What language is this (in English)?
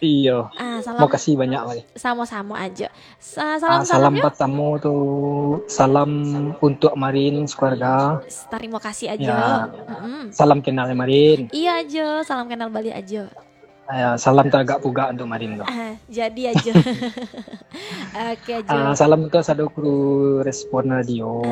Minangkabau